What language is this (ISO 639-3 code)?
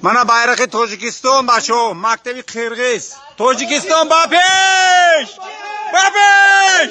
tgk